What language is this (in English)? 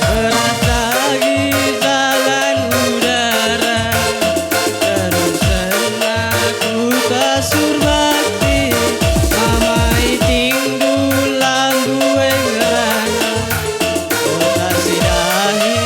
Batak Karo